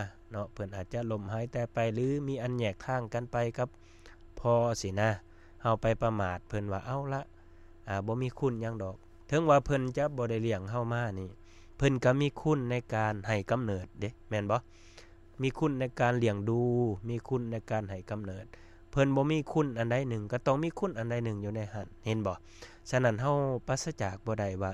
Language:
Lao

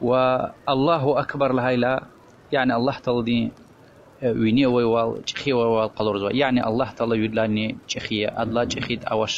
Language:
Lezghian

